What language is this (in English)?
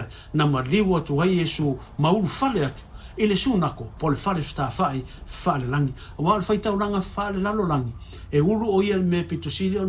Samoan